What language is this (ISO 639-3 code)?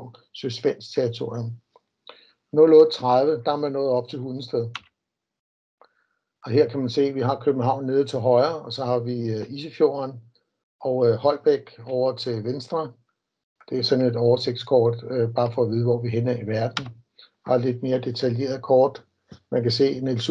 dan